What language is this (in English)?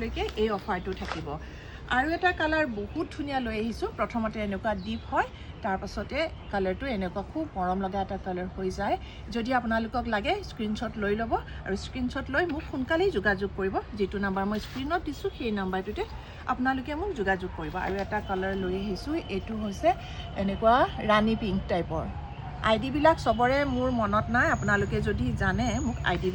Assamese